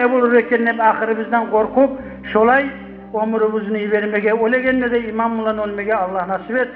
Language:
Kumyk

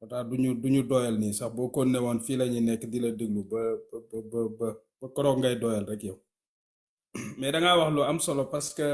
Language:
Wolof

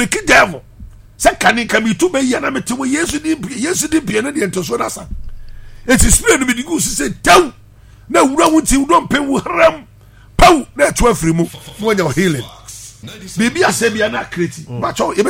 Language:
Akan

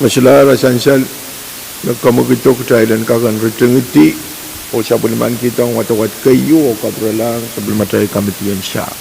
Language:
Pohnpeian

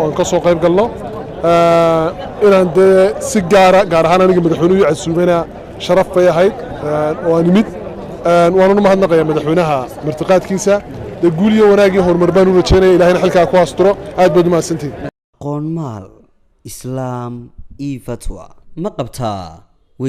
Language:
Somali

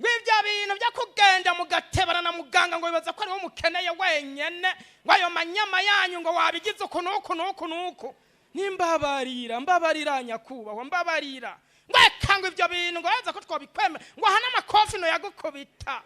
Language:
Rundi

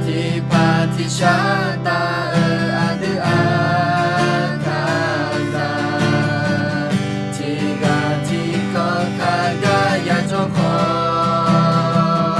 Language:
Akha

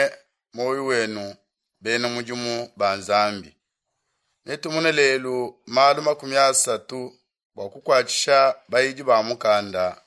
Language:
Luba-Lulua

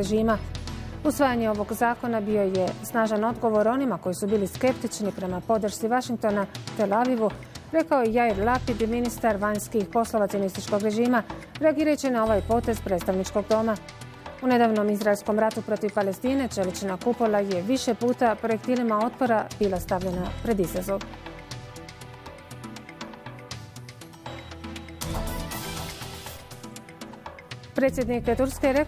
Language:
Bosnian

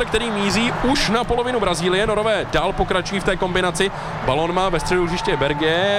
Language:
Czech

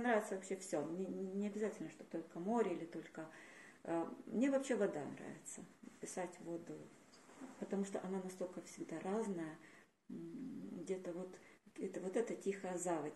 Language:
Russian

